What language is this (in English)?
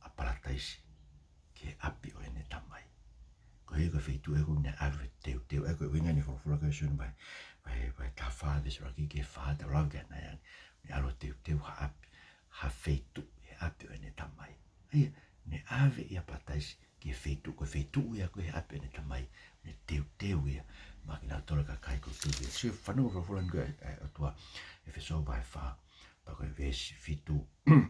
Tongan